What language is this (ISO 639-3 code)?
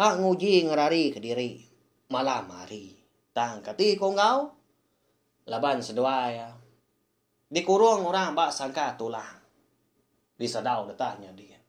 iba